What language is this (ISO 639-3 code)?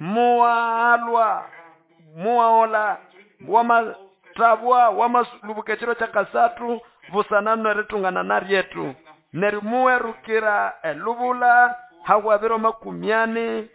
nnb